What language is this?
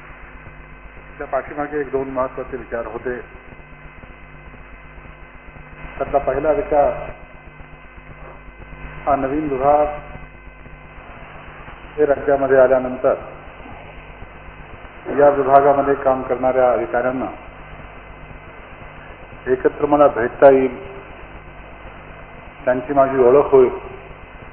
Marathi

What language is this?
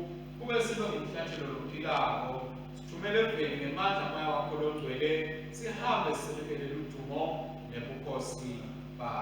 Swati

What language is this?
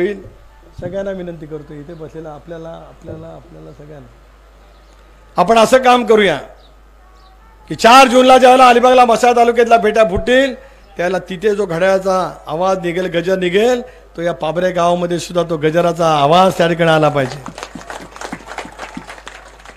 Marathi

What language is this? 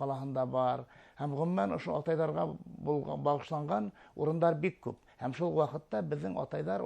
Bashkir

